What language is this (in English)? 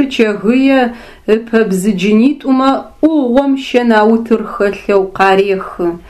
Adyghe